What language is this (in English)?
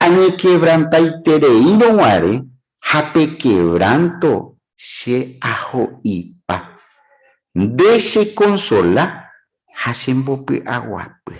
Guarani